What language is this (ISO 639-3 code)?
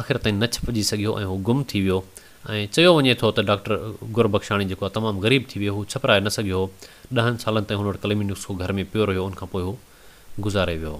snd